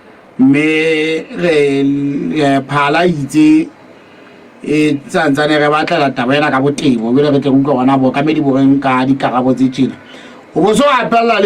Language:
Southern Sotho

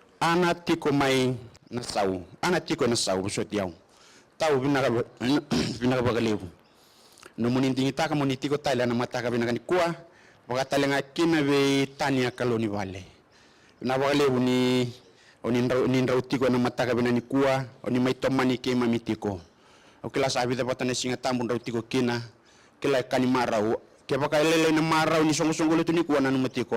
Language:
Fijian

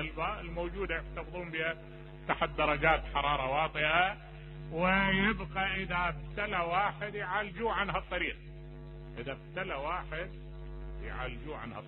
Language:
Mesopotamian Arabic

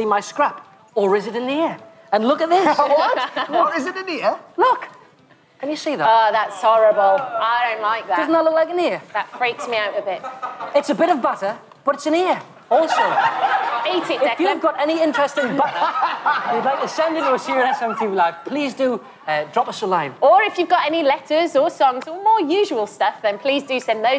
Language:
English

